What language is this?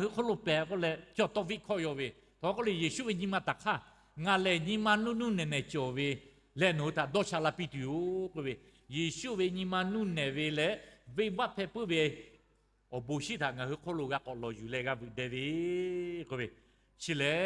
Lahu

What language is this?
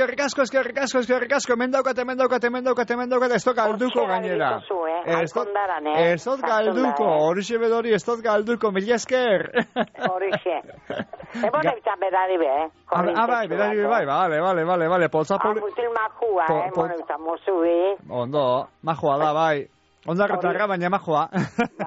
Basque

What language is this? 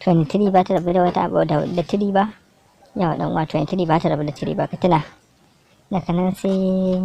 Hausa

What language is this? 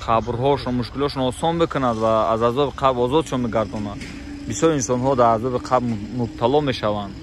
Tajik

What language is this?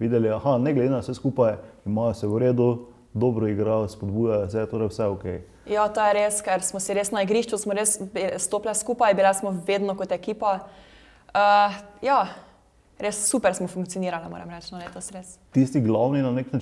Slovenian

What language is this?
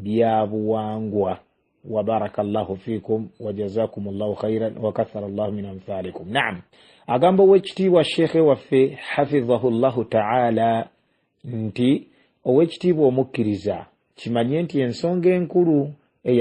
Ganda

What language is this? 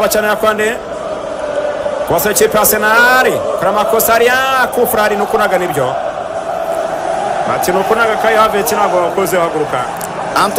Kinyarwanda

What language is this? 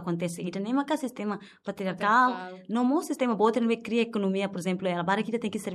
Tetum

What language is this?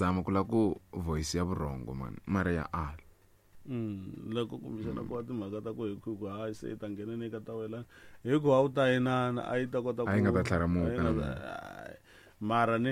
Tsonga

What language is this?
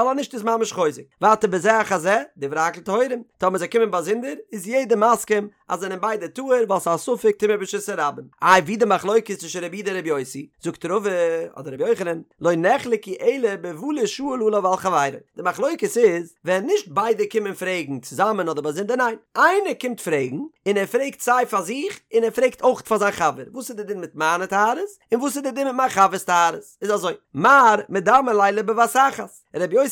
Yiddish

